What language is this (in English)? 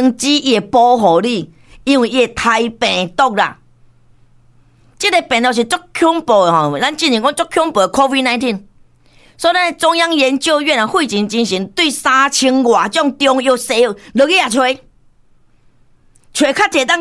Min Nan Chinese